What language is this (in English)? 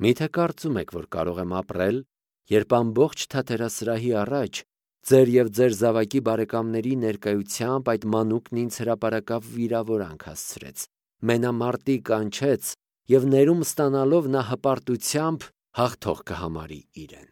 Armenian